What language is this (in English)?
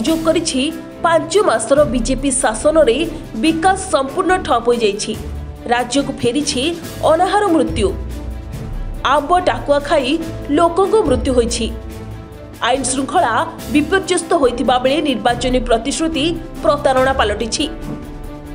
Odia